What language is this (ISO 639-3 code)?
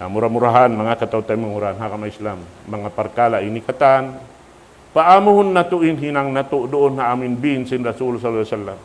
tsg